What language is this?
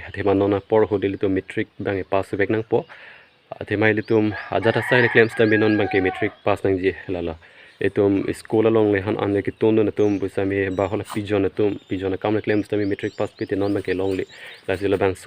Karbi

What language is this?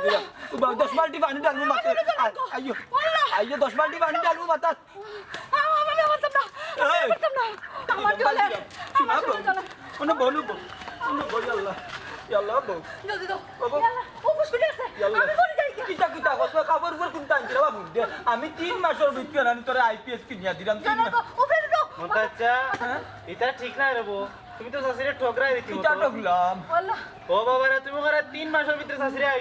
Sylheti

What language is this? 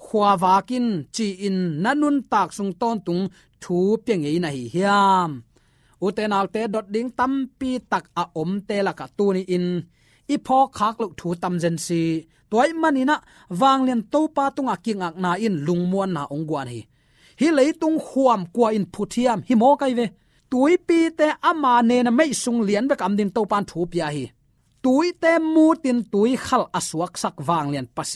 Tedim Chin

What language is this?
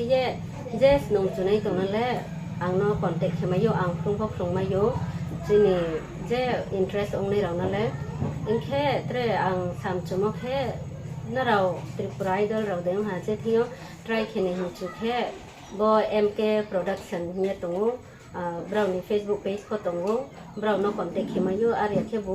Riang (India)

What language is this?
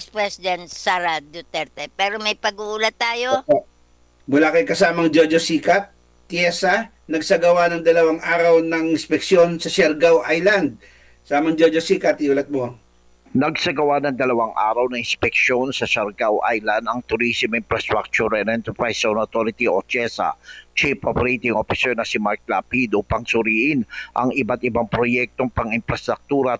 Filipino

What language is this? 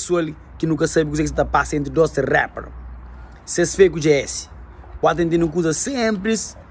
Kabuverdianu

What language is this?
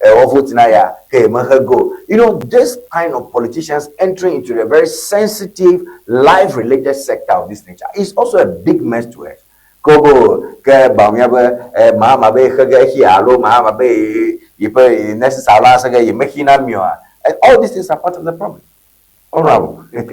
Ewe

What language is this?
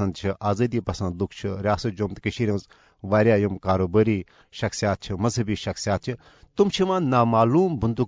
Kashmiri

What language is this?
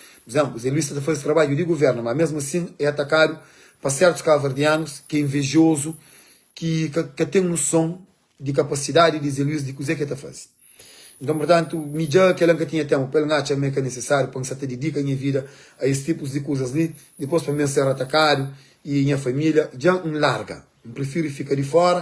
Kabuverdianu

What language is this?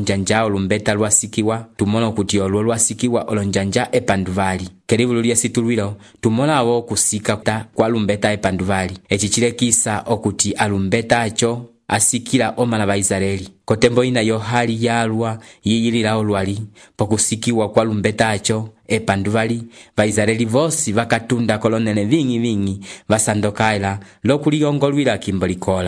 Umbundu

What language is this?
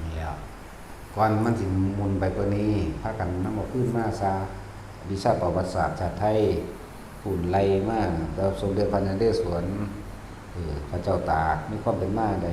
Northeastern Thai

